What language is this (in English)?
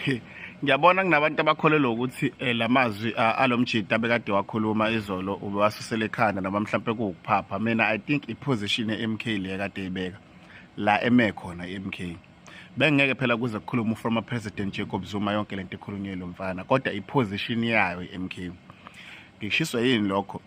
Zulu